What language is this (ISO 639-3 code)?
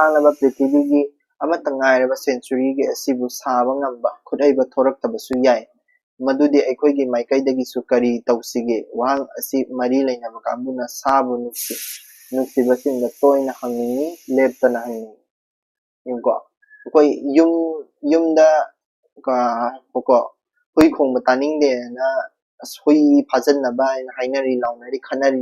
mni